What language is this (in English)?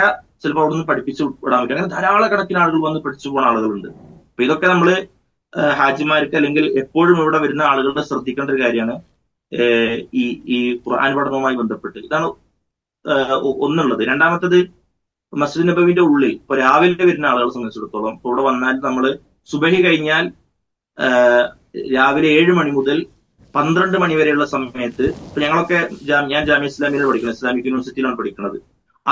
Malayalam